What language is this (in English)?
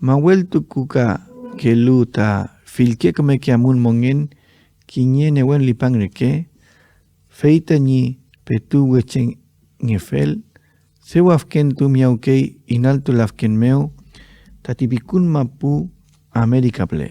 Mapuche